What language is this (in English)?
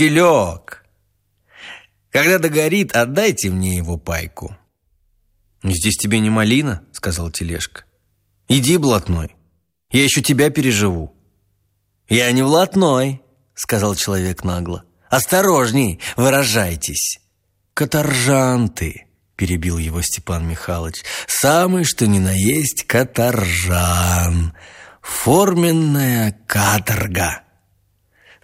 Russian